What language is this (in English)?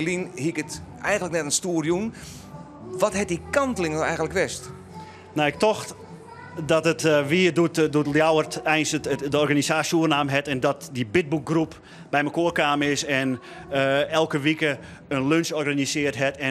Western Frisian